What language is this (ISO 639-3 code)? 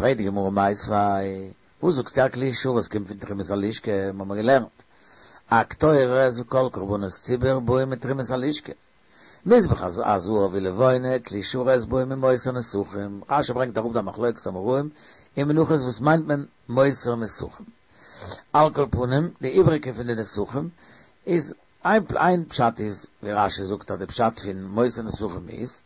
yid